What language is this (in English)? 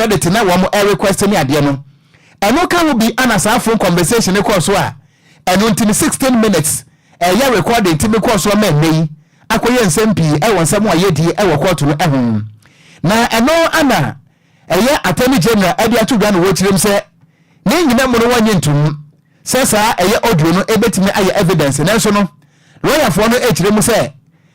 Akan